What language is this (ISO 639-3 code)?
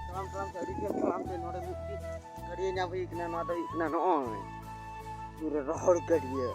sat